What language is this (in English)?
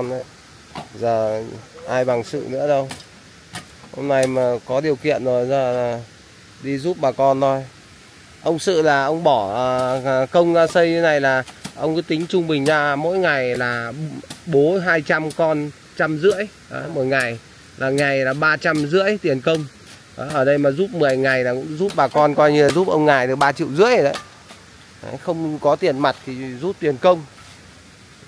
Vietnamese